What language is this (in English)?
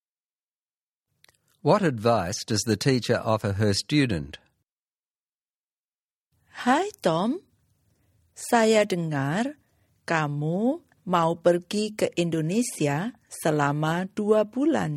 Indonesian